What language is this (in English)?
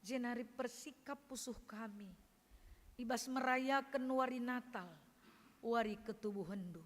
Batak Karo